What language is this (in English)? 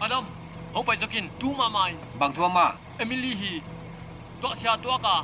Paite Chin